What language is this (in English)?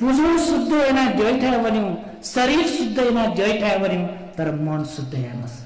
Newari